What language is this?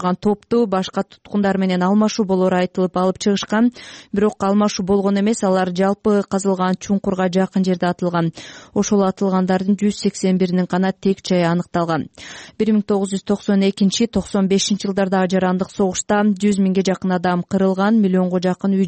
Kyrgyz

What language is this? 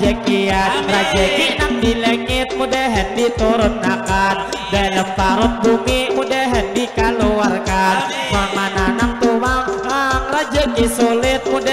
Banjar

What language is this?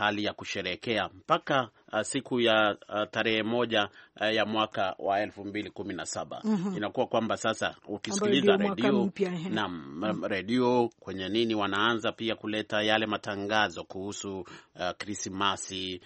Swahili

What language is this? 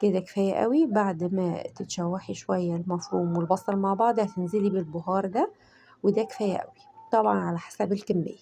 Egyptian Arabic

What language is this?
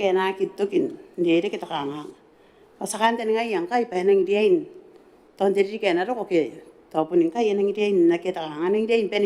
Gilbertese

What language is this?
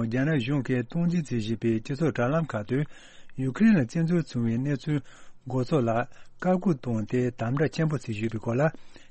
Tibetan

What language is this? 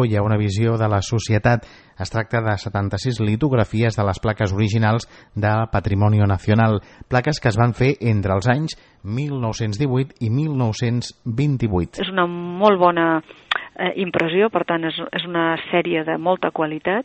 Catalan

